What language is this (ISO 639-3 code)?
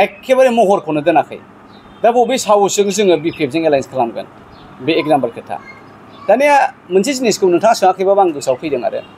brx